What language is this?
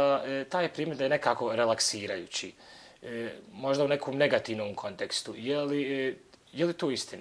Bosnian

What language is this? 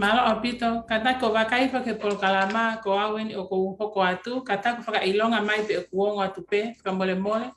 Tongan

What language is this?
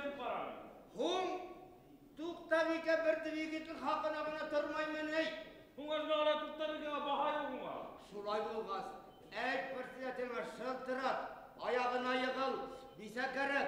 Bashkir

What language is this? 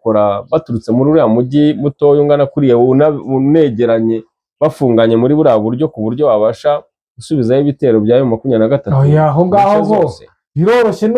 Kinyarwanda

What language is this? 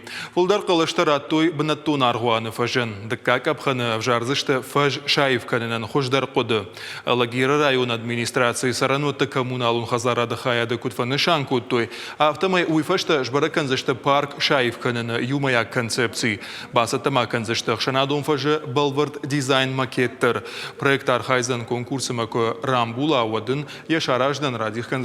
Ossetic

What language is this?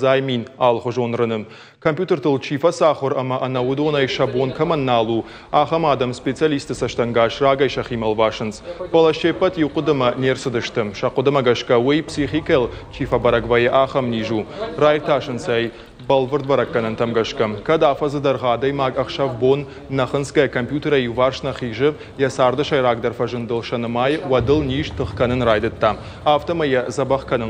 Ossetic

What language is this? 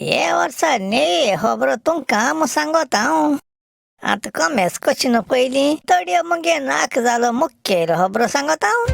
Konkani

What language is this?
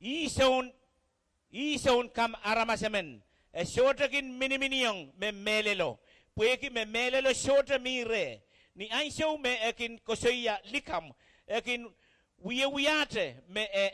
Pohnpeian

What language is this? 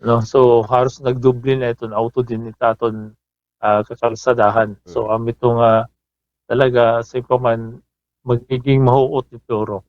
Waray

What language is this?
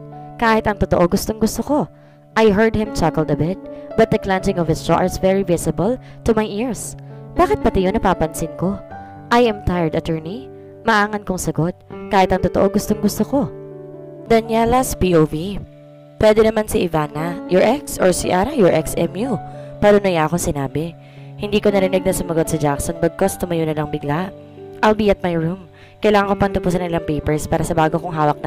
Filipino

